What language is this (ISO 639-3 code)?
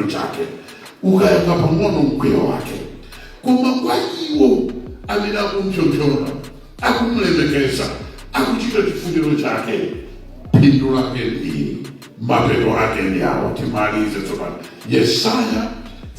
nya